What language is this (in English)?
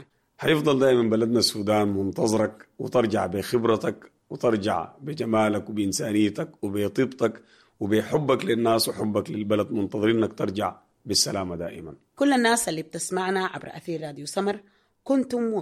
Sudanese Arabic